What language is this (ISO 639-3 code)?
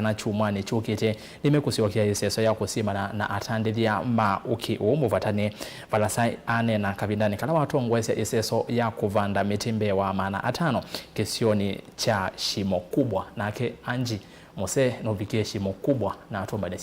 kam